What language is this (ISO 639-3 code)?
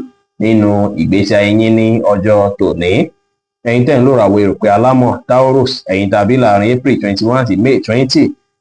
yor